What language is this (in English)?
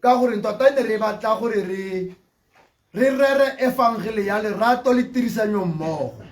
Tswana